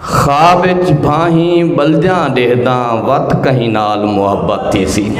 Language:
Saraiki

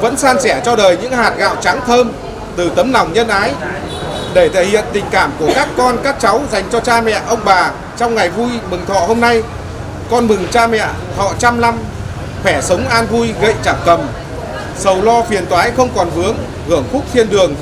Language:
Vietnamese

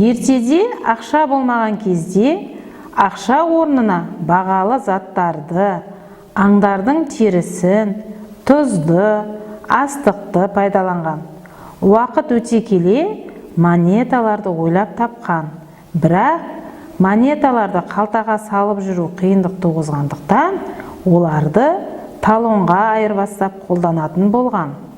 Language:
Kazakh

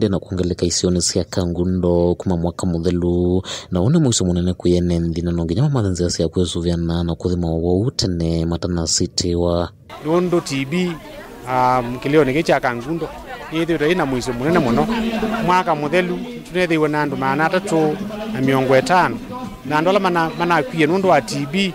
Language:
Kamba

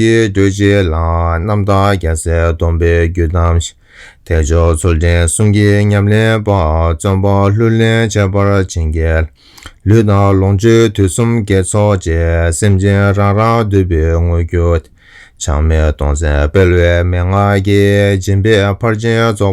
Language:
Tibetan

